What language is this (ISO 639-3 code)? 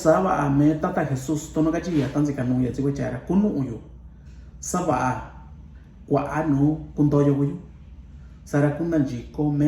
mix